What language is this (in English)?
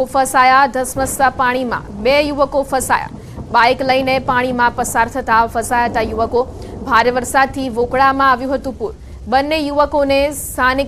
Gujarati